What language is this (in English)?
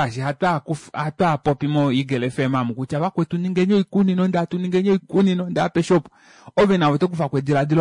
Kuanyama